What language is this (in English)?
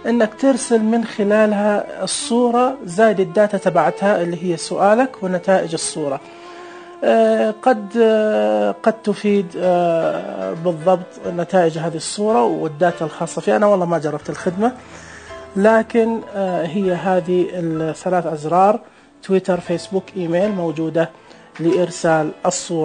Najdi Arabic